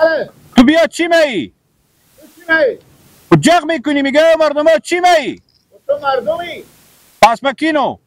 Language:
Hazaragi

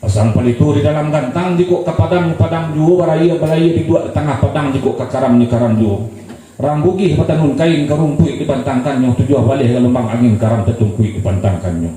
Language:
Minangkabau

